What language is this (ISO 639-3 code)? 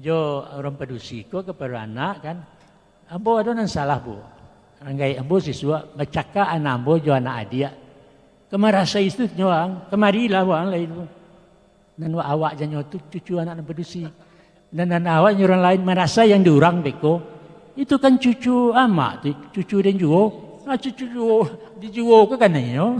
min